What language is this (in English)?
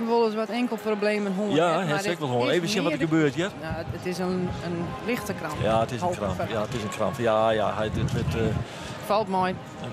Western Frisian